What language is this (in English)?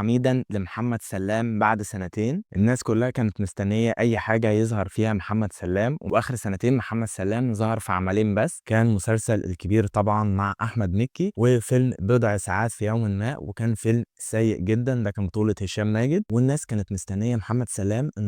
Egyptian Arabic